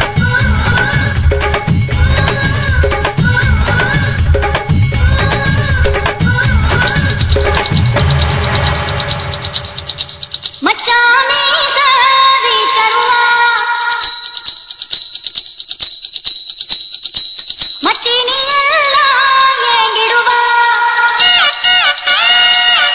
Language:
Tamil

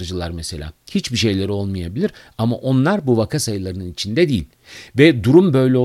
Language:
Turkish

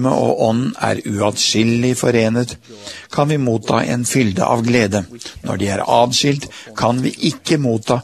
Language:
Norwegian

